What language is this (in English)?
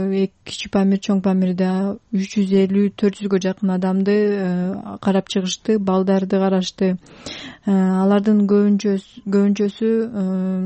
Kyrgyz